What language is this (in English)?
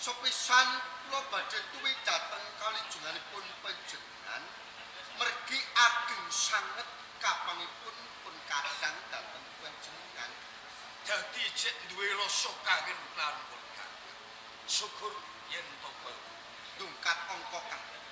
Javanese